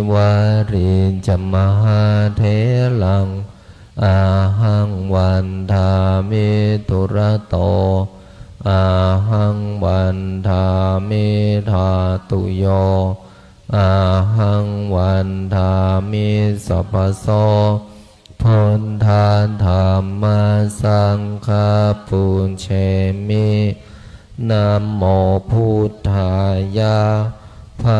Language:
Pali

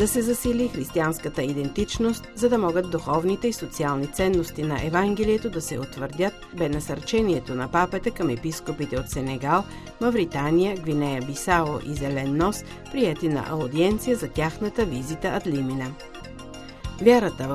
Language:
Bulgarian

